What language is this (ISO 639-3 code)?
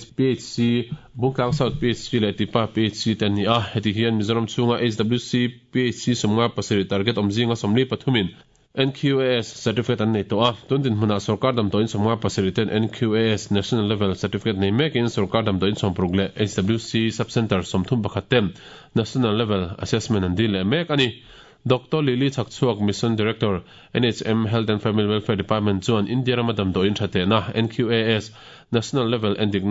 lus